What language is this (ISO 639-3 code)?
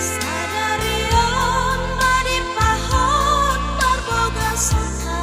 bbc